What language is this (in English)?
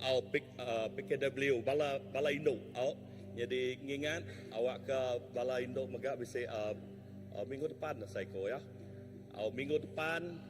Iban